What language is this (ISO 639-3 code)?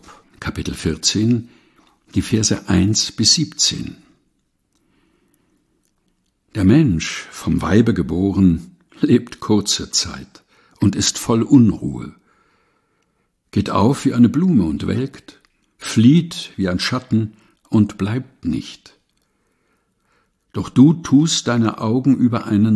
deu